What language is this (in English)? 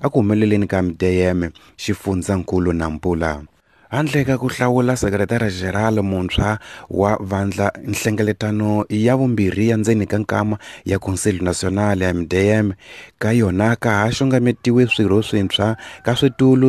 Tsonga